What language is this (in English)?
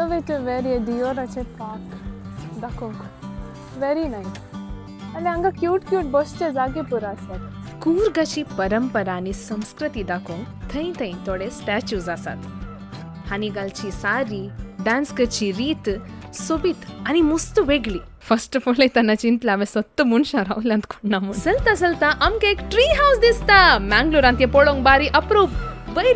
Konkani